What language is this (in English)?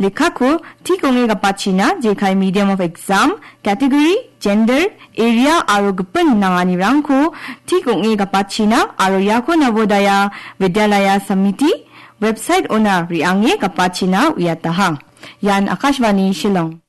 Garo